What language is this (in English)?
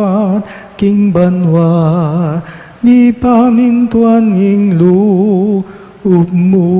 Pampanga